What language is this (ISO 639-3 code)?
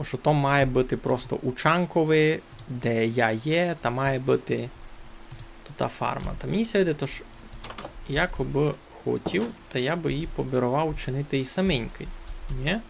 rue